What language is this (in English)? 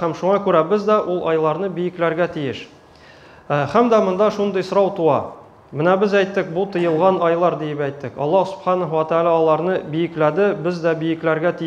Tatar